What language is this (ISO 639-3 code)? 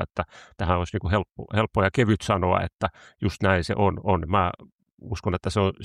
fin